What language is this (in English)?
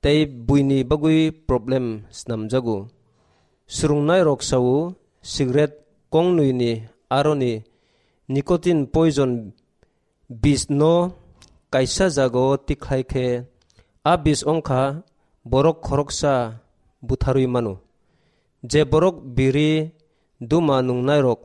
Kok Borok